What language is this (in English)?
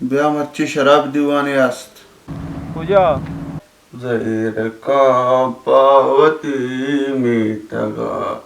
Baluchi